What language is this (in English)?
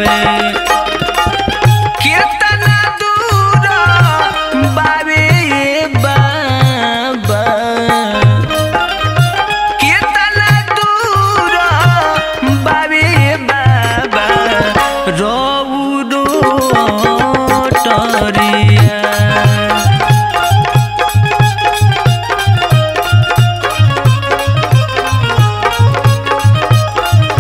Bhojpuri